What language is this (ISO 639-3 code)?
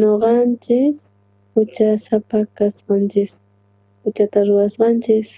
quh